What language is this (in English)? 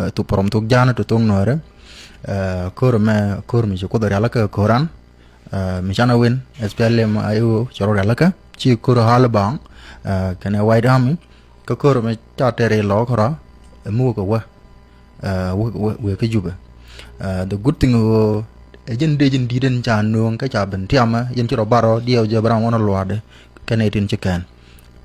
Nuer